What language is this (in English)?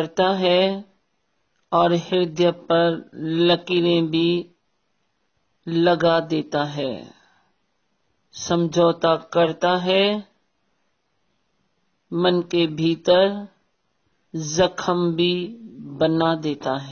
Hindi